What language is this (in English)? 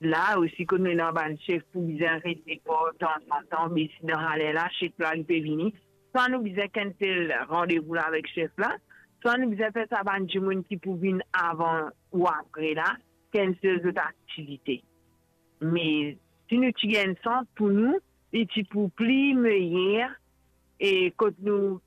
Morisyen